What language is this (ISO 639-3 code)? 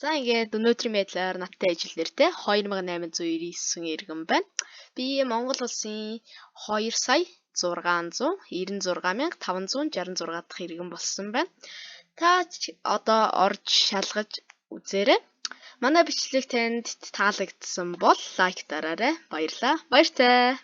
mon